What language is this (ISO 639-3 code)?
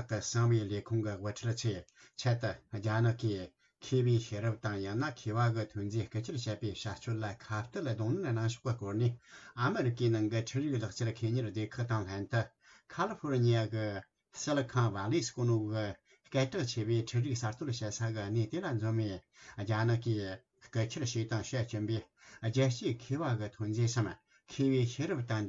bod